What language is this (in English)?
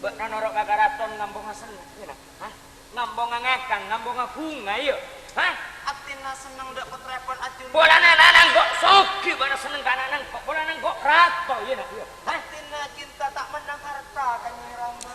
Madurese